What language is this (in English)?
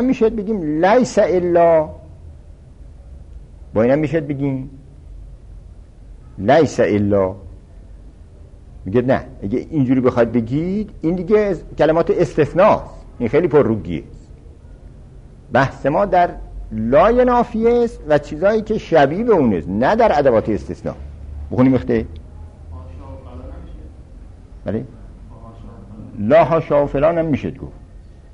Persian